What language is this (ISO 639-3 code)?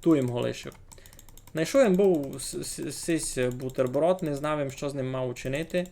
rue